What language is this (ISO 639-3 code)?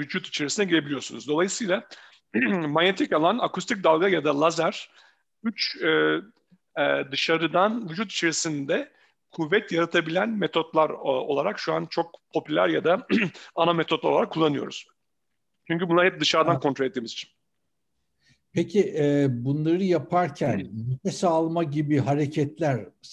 tur